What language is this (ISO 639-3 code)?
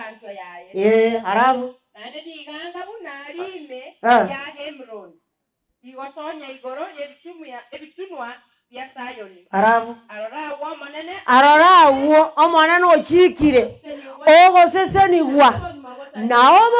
guz